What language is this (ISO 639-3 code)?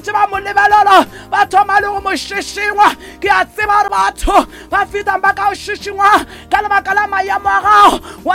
nso